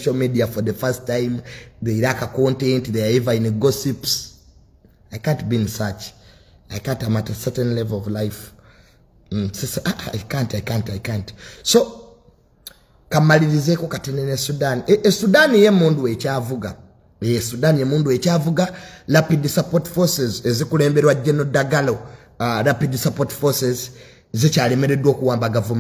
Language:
Ganda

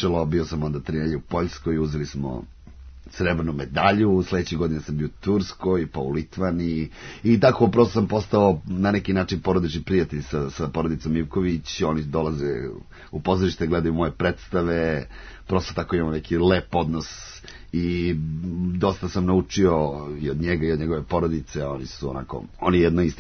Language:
Serbian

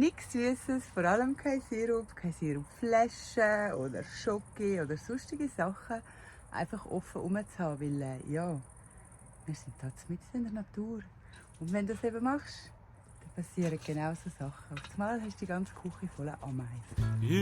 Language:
Swiss German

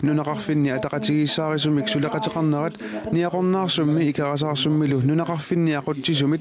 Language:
Kalaallisut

